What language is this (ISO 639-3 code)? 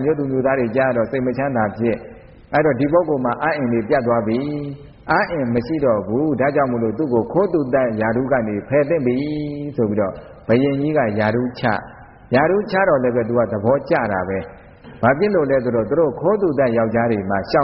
mya